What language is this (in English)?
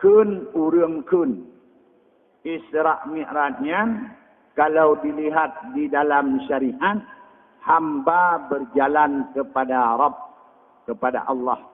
Achinese